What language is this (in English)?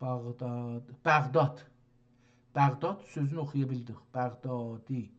South Azerbaijani